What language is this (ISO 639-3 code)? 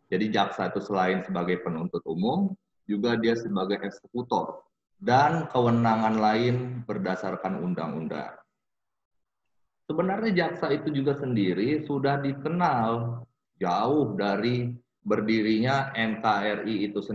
ind